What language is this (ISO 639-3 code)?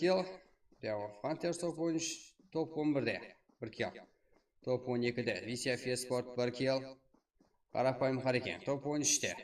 kaa